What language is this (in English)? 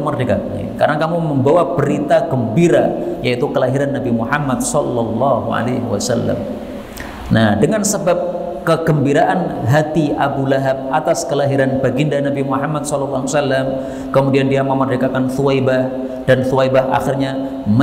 Indonesian